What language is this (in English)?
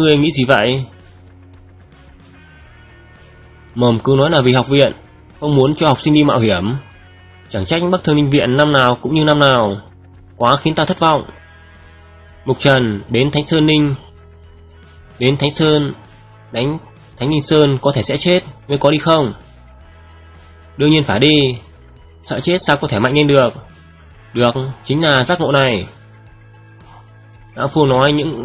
Vietnamese